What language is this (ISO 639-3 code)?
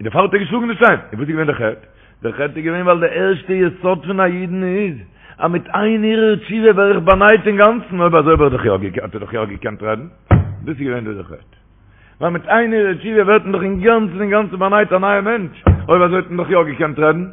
yid